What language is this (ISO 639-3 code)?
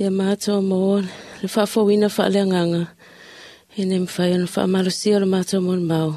smo